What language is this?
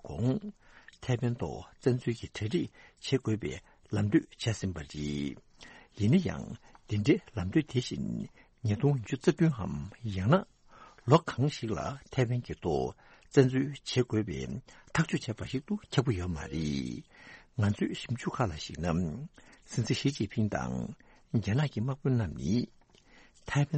Tibetan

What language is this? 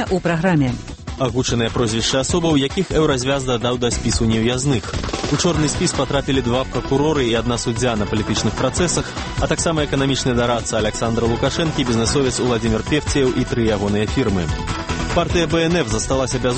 Belarusian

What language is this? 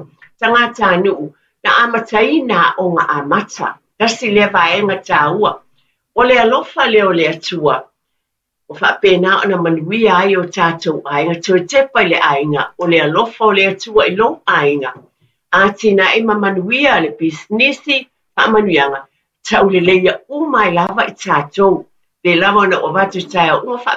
Samoan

